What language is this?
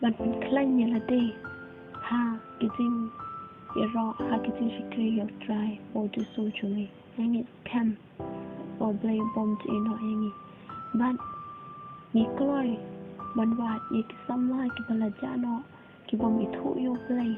Khasi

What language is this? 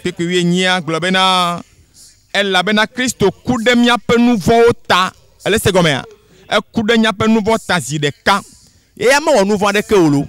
Ewe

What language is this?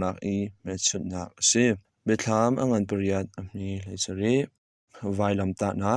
Hakha Chin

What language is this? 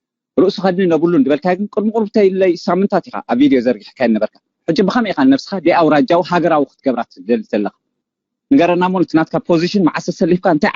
Tigrinya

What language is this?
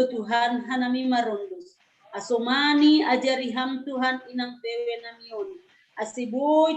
Batak Simalungun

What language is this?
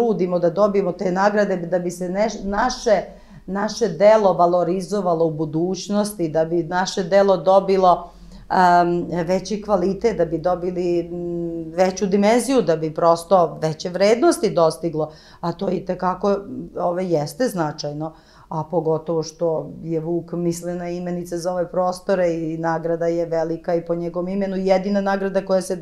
Serbian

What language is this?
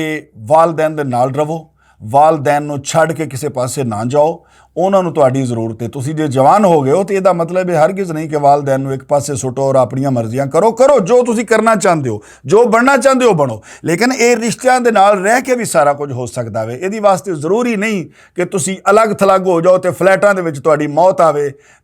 Western Panjabi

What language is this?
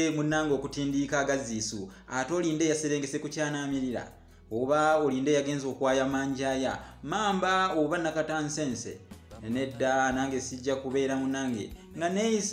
Ganda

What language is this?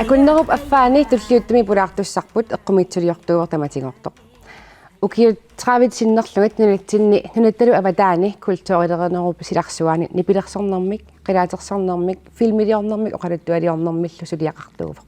Kalaallisut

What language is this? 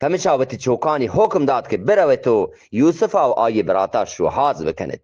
Eastern Balochi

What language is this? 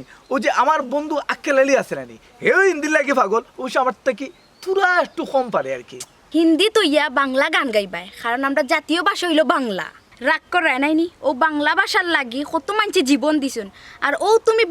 Sylheti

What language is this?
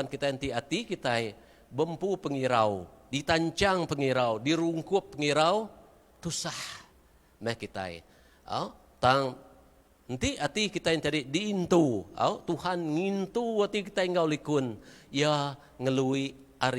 Iban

